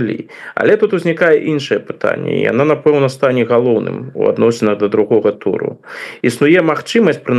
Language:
Belarusian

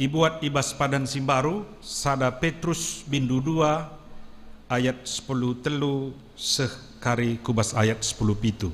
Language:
Batak Karo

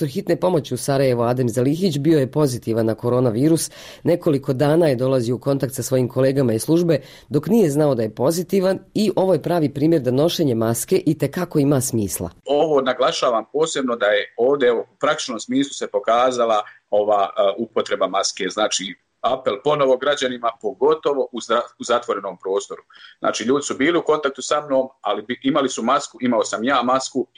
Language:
Bosnian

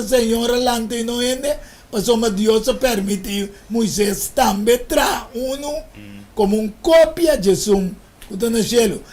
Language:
Papiamento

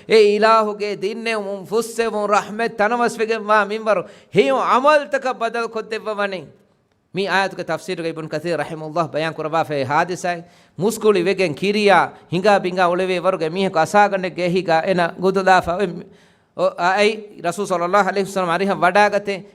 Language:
Divehi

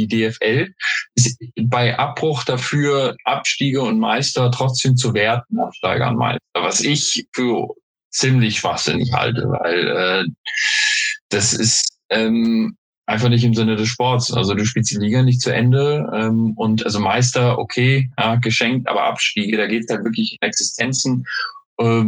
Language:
German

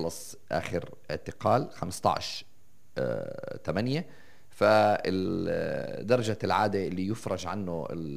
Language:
South Levantine Arabic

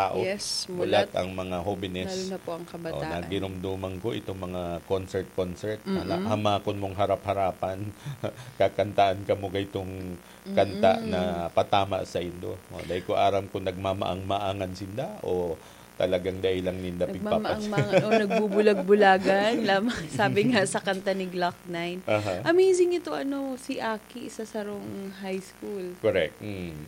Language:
Bikol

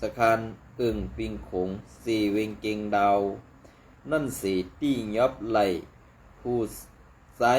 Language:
Shan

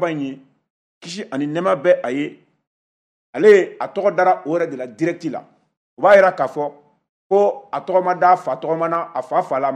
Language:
Bambara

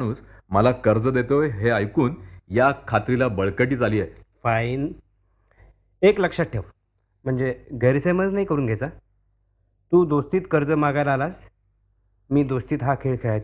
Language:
Marathi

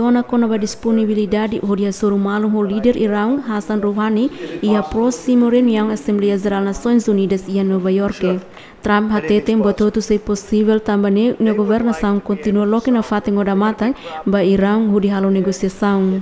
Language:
Tetum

